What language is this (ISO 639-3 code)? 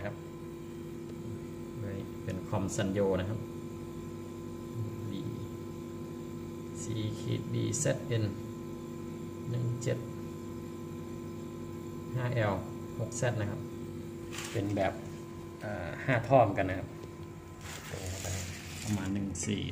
tha